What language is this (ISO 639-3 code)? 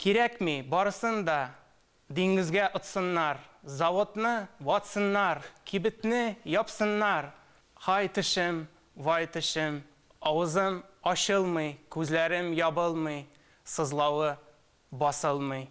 tat